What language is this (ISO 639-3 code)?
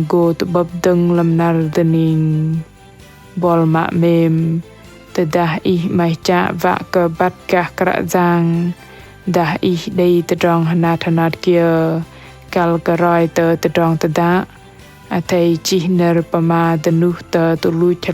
bdq